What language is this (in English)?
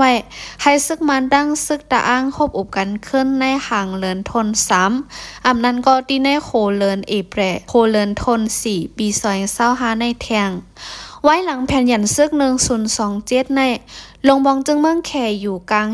Shan